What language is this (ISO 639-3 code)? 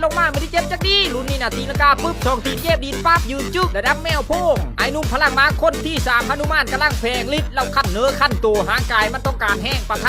lao